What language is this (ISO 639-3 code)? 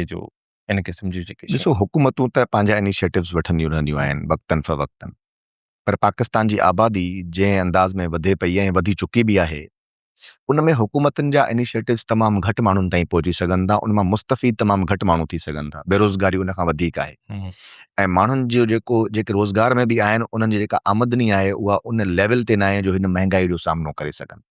snd